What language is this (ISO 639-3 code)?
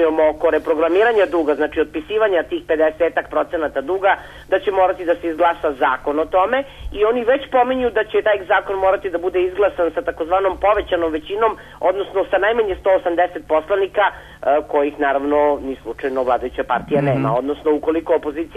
srp